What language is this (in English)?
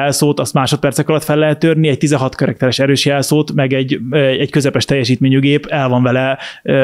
Hungarian